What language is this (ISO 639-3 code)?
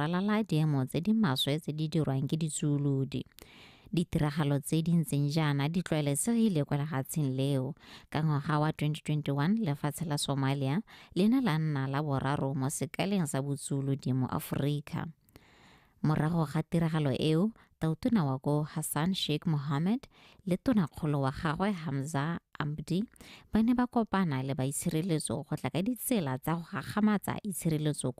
tsn